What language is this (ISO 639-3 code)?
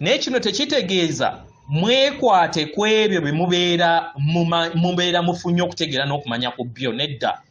lug